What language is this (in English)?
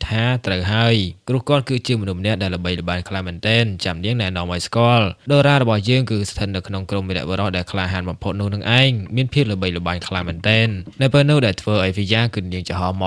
Khmer